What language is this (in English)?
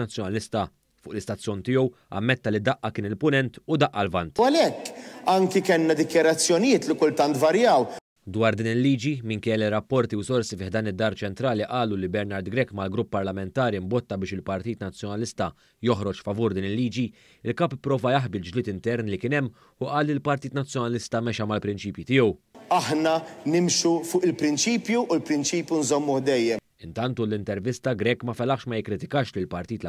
Maltese